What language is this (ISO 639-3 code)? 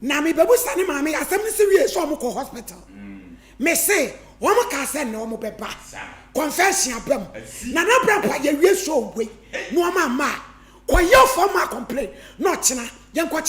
aka